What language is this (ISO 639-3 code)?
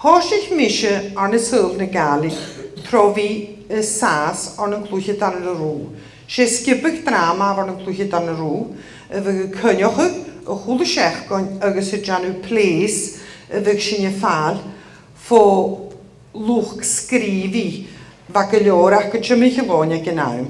gla